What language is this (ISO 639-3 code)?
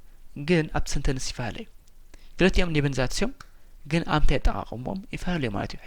tir